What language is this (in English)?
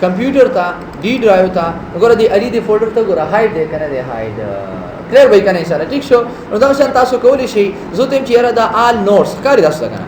Pashto